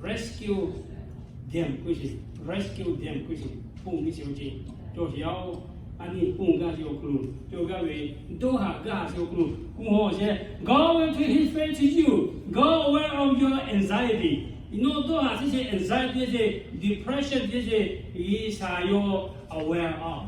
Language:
Lahu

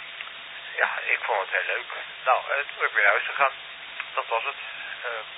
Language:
Dutch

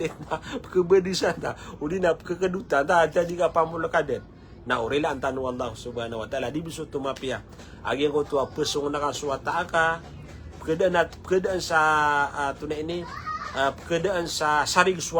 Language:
Maranao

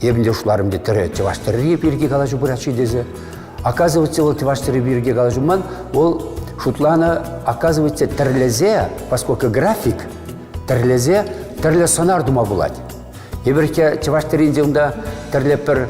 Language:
Chuvash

